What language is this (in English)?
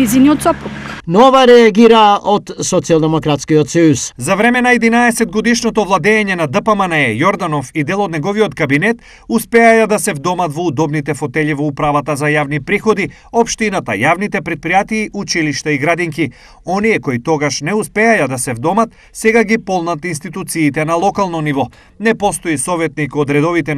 Macedonian